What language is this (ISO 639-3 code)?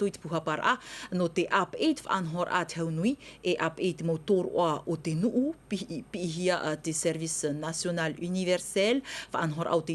tah